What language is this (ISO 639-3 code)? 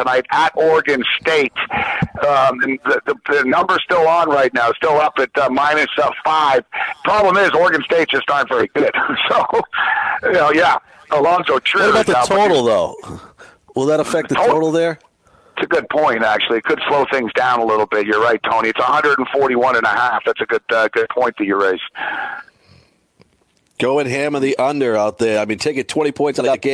eng